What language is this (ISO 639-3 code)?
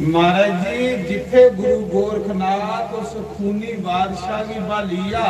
doi